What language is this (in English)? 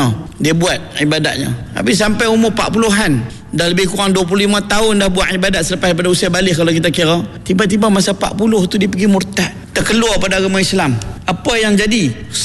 Malay